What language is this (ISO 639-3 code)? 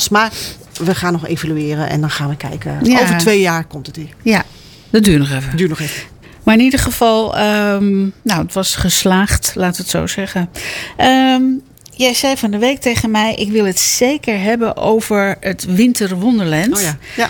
nld